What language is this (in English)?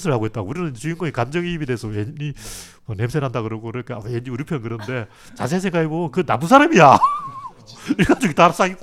Korean